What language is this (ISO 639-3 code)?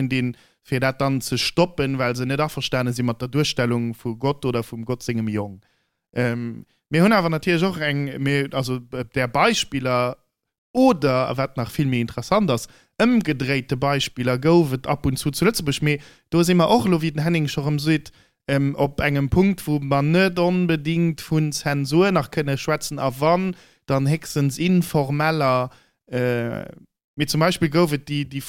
ltz